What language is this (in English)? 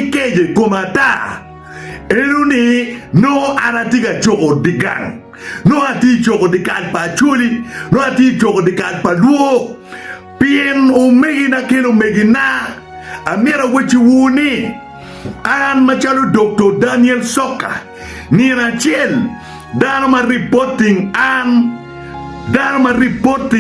Acoli